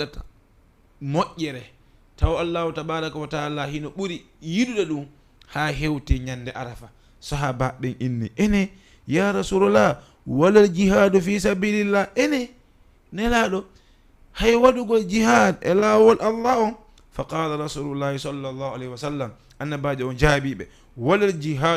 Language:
Fula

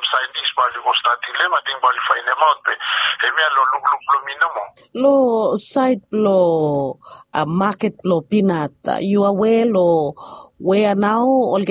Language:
Bislama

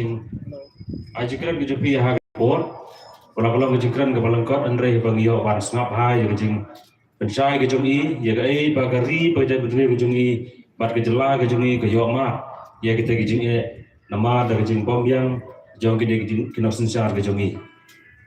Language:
Khasi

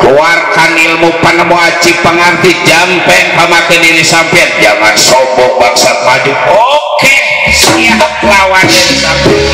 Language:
Betawi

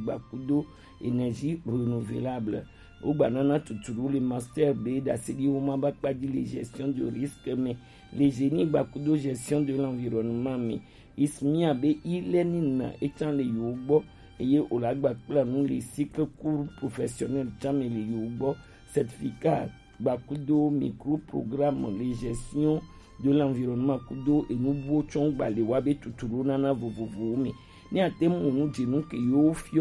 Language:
Gen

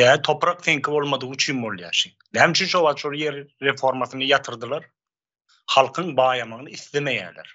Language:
Turkmen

